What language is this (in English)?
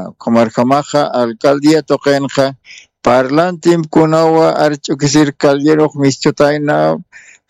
Aymara